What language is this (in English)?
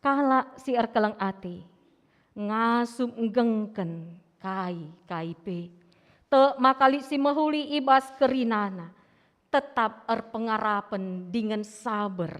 Batak Karo